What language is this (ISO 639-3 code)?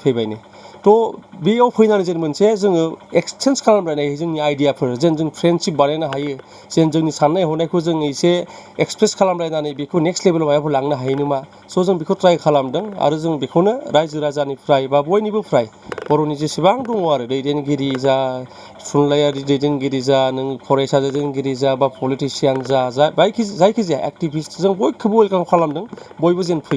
brx